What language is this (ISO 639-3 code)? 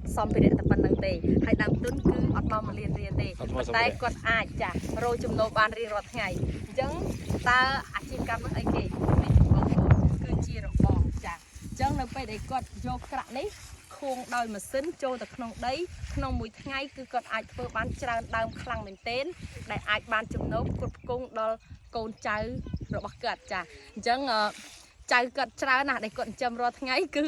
khm